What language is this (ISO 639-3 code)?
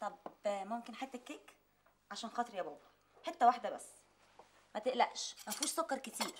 arz